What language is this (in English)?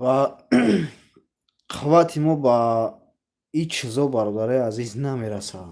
Tajik